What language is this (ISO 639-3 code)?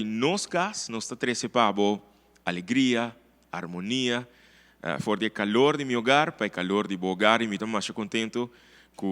pap